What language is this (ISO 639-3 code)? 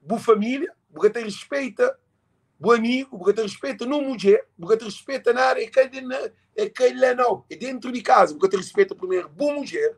kea